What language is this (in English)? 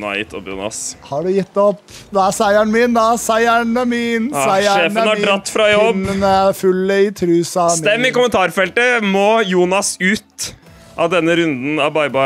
Norwegian